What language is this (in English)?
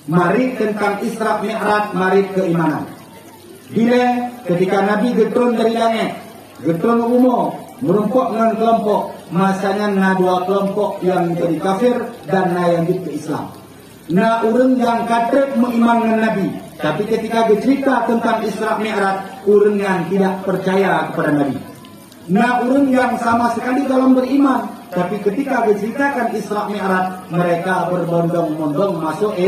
Achinese